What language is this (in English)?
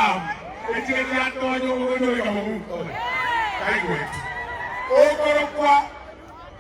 Gusii